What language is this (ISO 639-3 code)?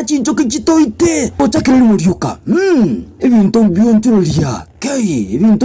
guz